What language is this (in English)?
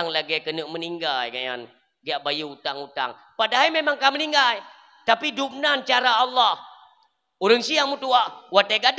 Achinese